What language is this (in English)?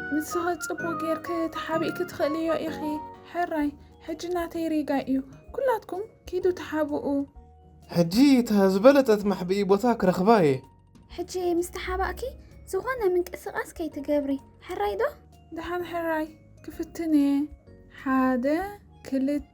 Tigrinya